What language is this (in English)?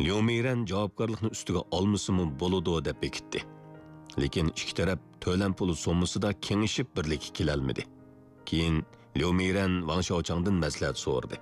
Uyghur